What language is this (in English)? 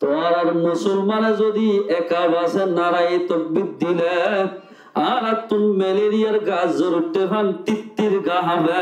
Rohingya